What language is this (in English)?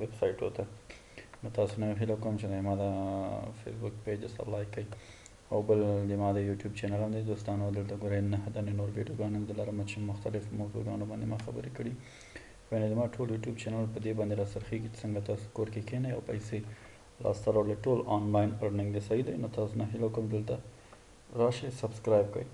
Pashto